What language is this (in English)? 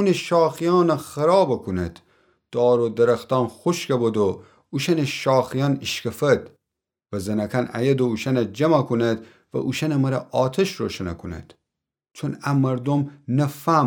Gilaki